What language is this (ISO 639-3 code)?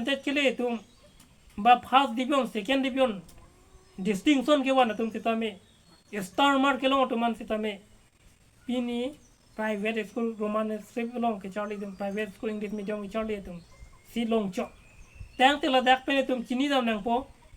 mjw